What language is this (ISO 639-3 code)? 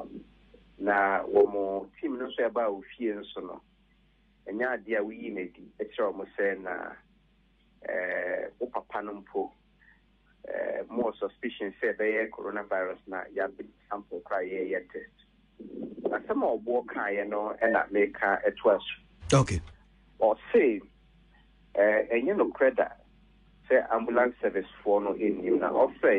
aka